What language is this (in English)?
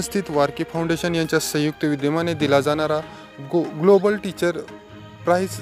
Marathi